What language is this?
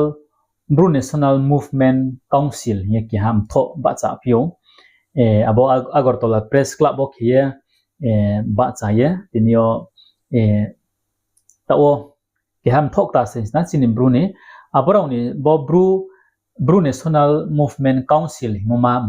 Riang (India)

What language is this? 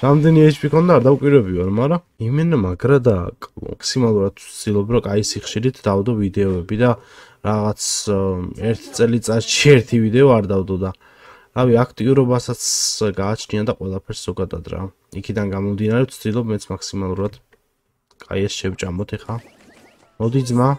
Georgian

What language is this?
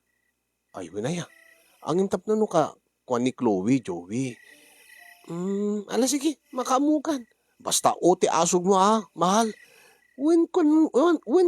Iloko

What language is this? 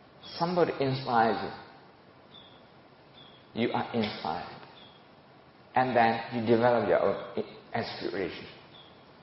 Burmese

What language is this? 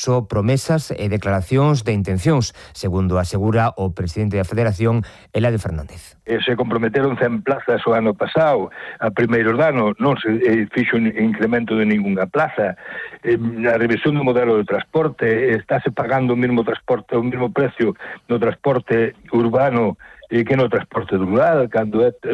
Galician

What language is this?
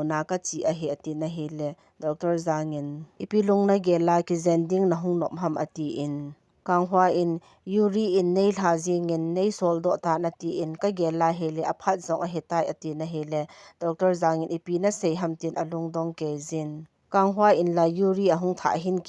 Thado Chin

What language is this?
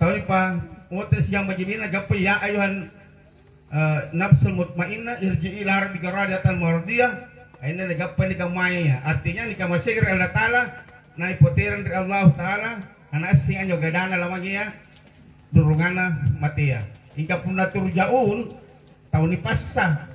Makasar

